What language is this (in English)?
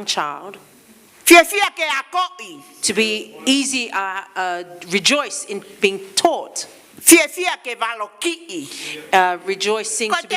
Tongan